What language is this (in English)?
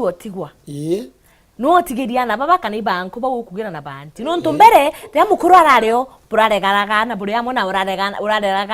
Meru